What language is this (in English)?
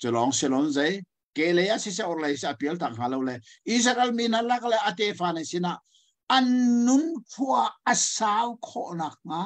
Hakha Chin